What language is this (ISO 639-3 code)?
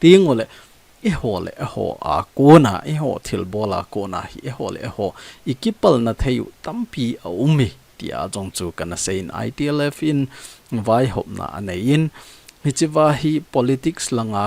tcz